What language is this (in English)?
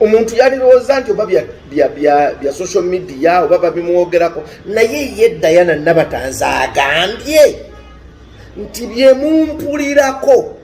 Ganda